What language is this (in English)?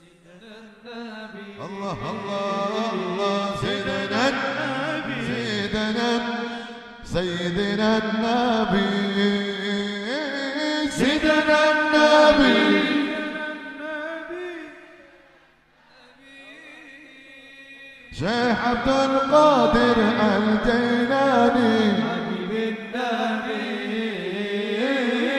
Arabic